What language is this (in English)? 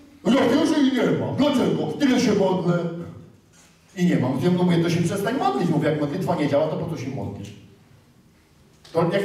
Polish